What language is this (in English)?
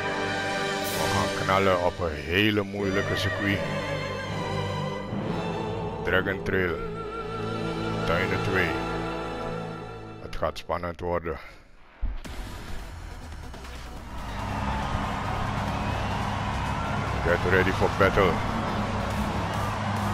Dutch